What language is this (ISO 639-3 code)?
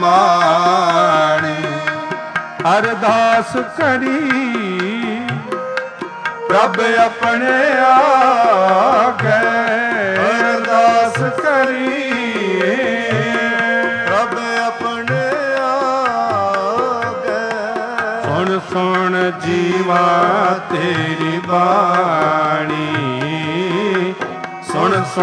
pan